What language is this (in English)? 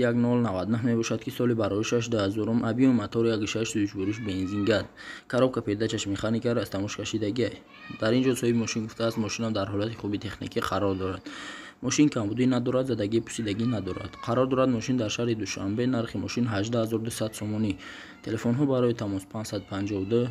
Tajik